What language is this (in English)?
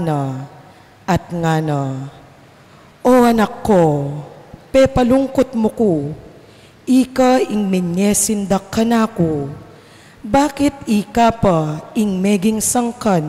Pampanga